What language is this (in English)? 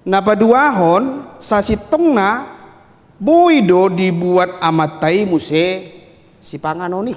Batak Toba